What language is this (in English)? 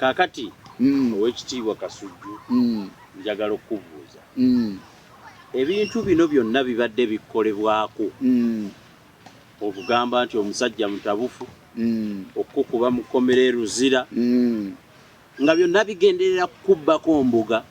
Ganda